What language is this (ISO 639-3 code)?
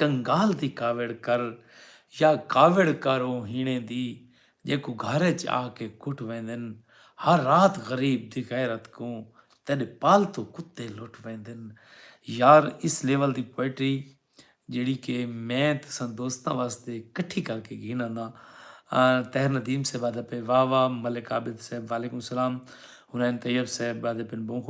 skr